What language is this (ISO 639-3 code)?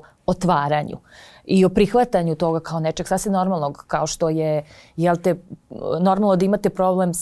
srp